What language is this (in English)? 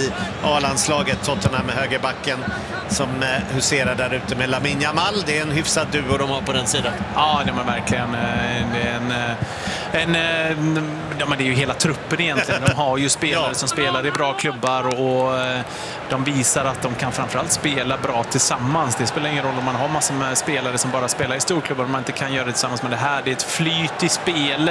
Swedish